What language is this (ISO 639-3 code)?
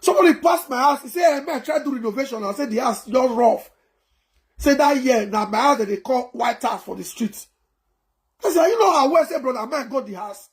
pcm